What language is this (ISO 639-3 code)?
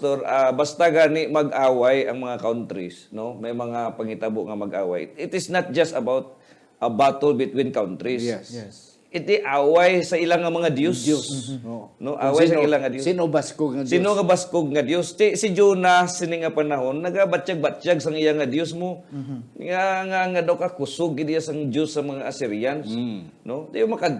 hil